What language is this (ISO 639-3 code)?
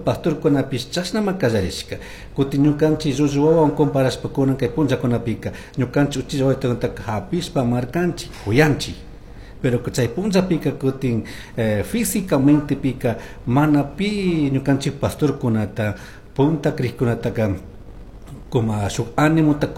qug